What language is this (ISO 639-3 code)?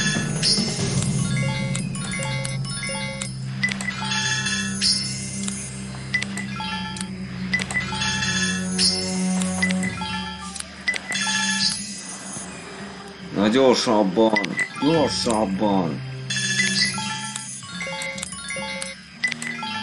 hun